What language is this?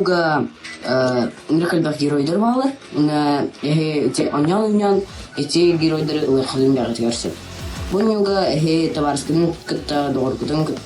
Yakut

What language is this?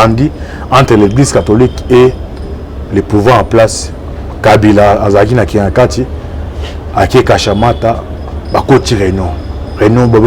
Lingala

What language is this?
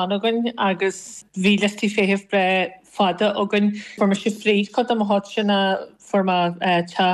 Irish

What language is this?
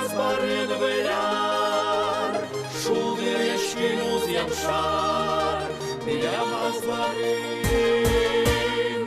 Udmurt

